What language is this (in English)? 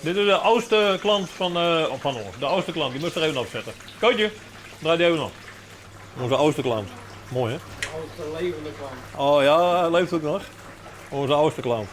Western Frisian